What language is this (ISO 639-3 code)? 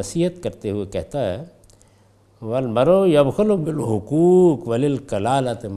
urd